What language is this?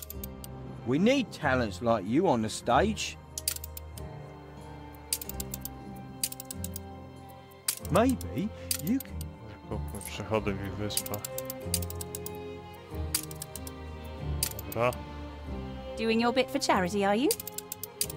Polish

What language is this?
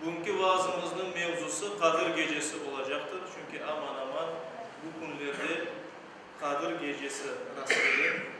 Crimean Tatar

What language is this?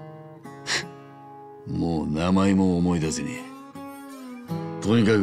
Japanese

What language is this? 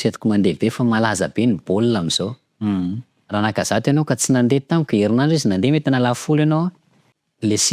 Malagasy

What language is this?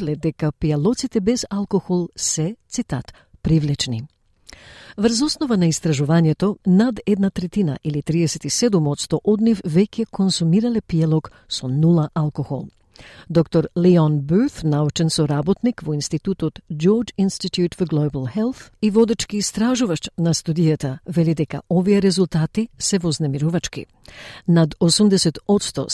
Macedonian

